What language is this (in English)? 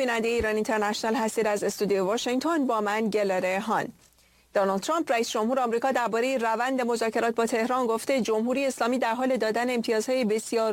Persian